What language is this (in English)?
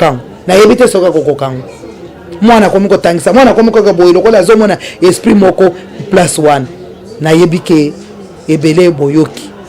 Lingala